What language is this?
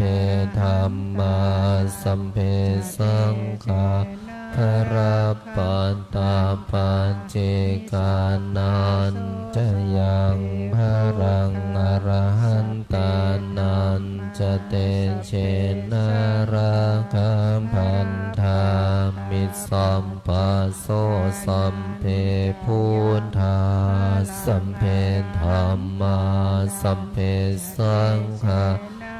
Pali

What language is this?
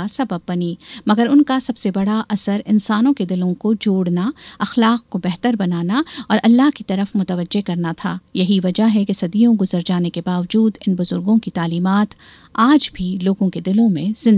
Urdu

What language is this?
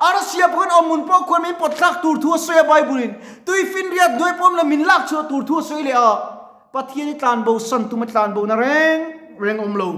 Mizo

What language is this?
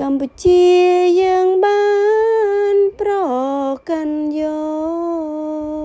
Khmer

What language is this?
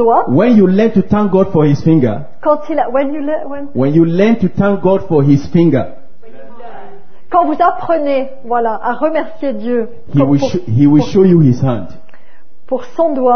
French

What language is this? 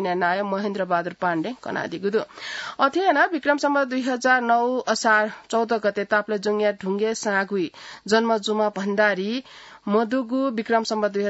Newari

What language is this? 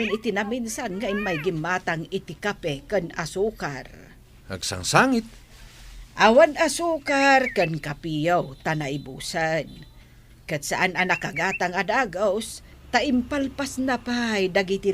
Iloko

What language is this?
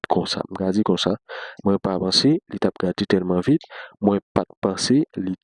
Haitian Creole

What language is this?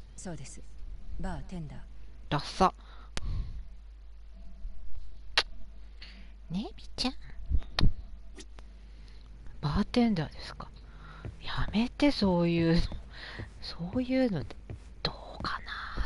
Japanese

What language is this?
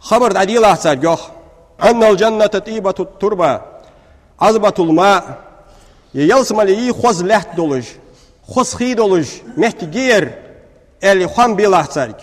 Ingush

